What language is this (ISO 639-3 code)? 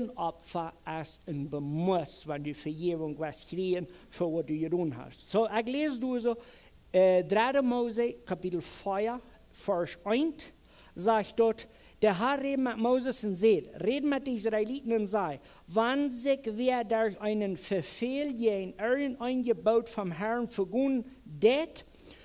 pdt